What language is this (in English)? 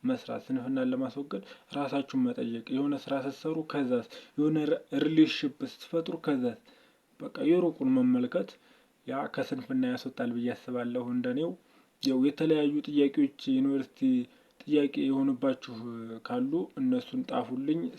Amharic